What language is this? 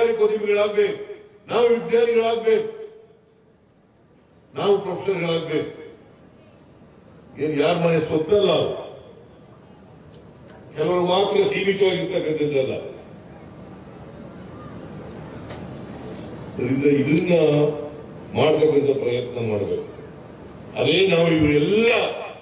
Kannada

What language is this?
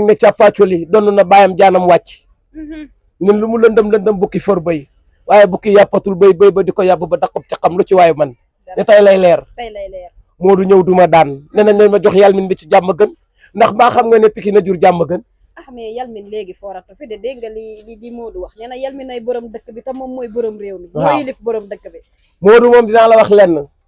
Wolof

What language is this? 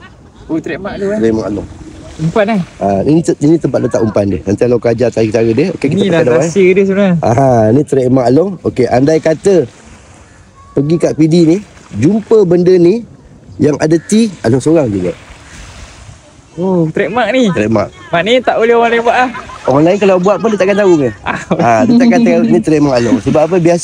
Malay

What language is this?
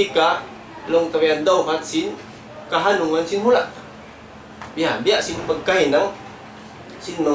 Tausug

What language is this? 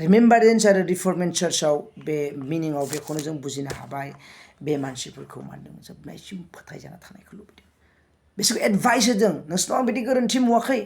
Bodo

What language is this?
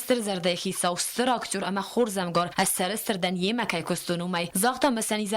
Ossetic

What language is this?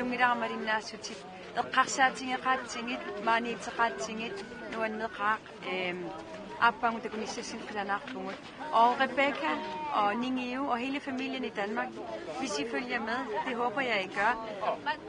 Kalaallisut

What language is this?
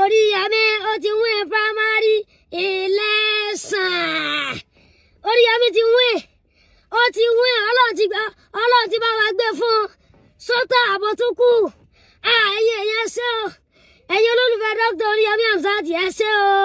Yoruba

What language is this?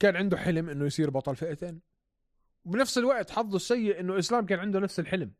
North Levantine Arabic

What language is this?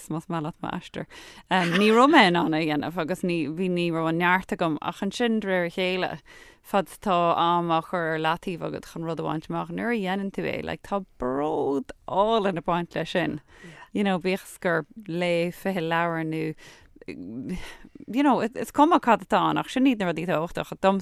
Irish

